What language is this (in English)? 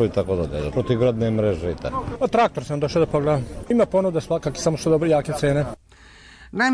Serbian